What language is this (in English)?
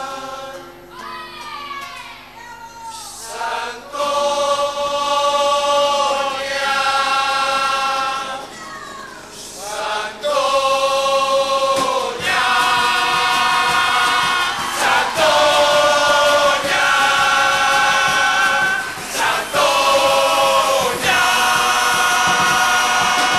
Spanish